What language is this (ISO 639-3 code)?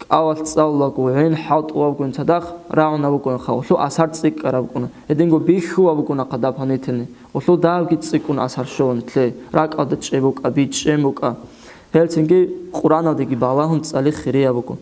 ava